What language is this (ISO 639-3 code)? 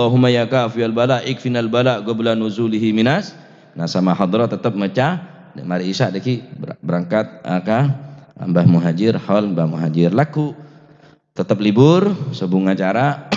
mad